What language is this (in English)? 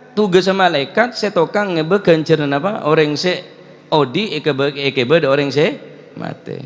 Madurese